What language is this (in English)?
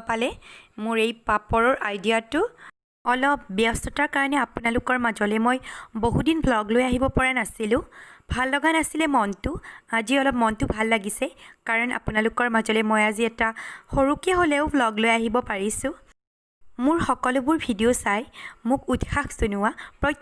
Assamese